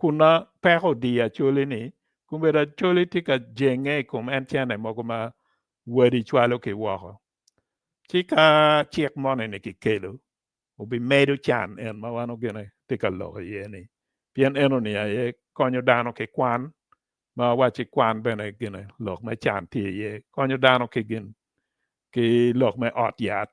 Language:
Acoli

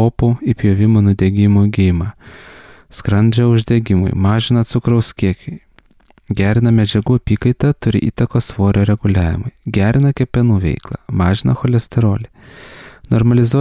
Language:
Lithuanian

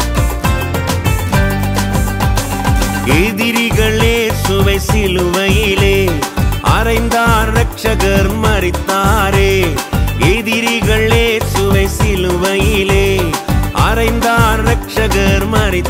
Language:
Tamil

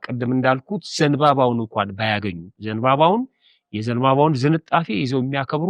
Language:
Amharic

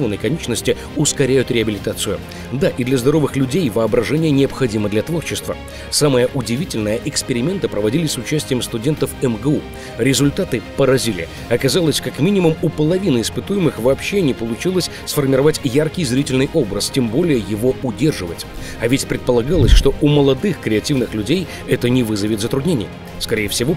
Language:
Russian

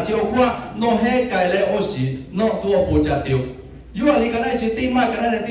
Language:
Lahu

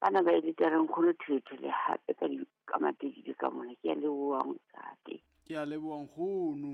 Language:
Southern Sotho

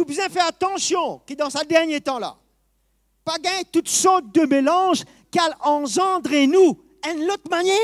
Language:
Morisyen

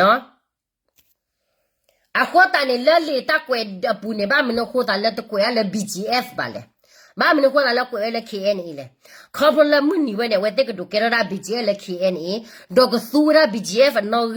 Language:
S'gaw Karen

